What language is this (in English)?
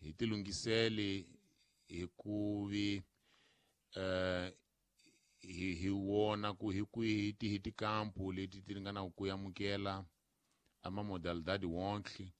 Tsonga